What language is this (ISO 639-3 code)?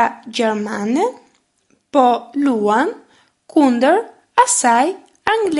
sqi